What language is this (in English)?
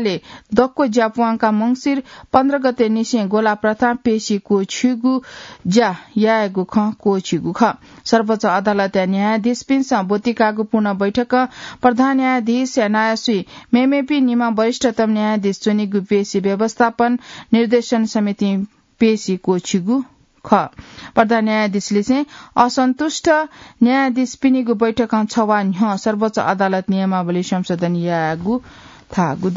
Newari